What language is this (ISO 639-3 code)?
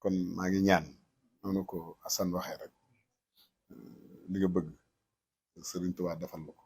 wol